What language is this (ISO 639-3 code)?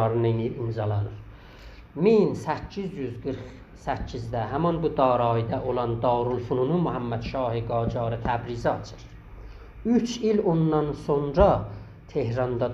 azb